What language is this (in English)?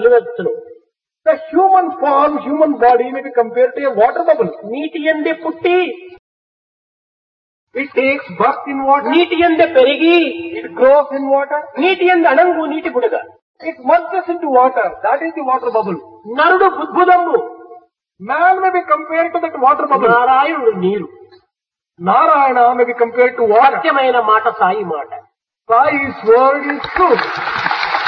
Telugu